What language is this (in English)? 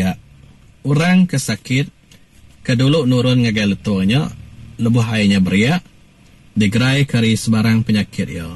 Iban